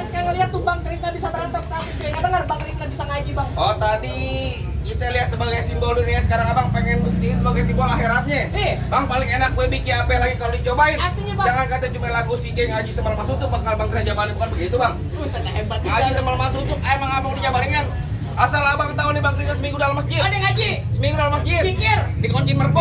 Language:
Betawi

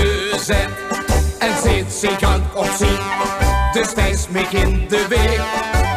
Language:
Limburgish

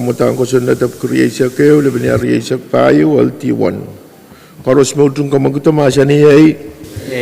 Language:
Pohnpeian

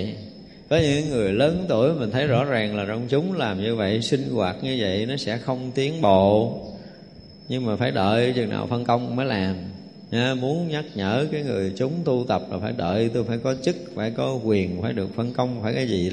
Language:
Vietnamese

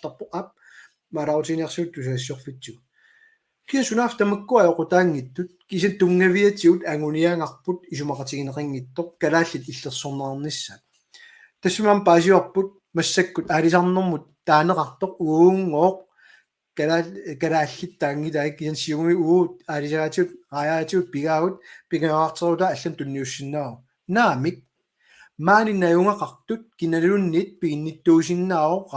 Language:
Kalaallisut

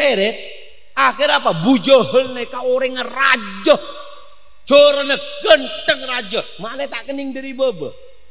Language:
Madurese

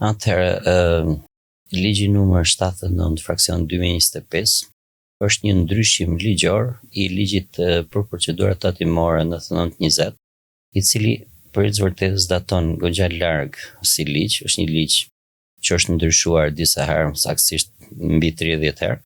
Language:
Albanian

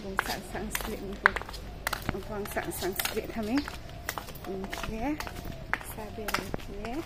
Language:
Riang (India)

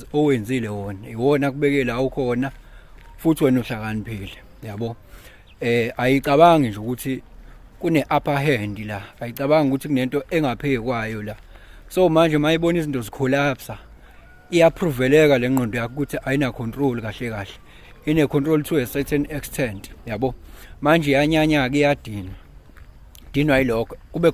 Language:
Zulu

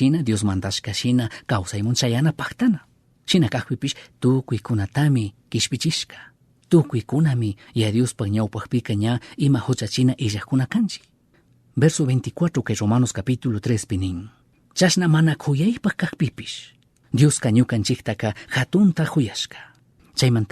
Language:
Chimborazo Highland Quichua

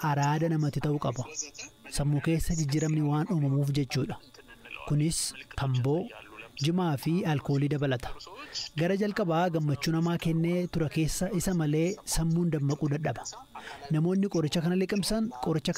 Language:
Oromo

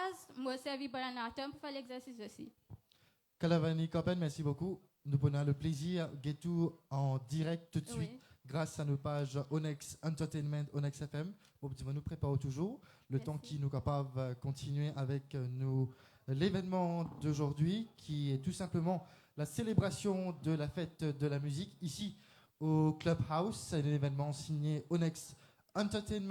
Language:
Morisyen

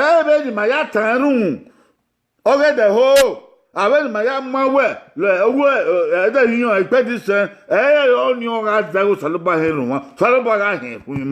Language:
Bini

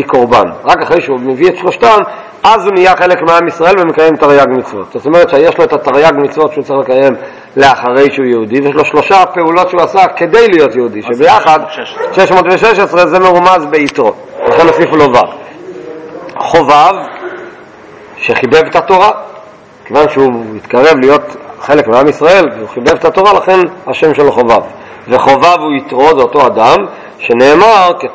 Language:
Hebrew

